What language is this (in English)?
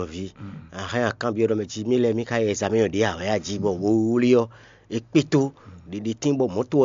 Fon